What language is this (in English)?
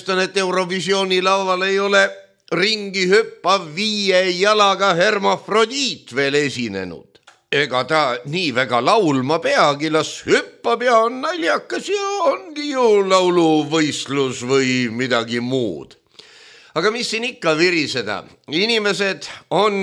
Estonian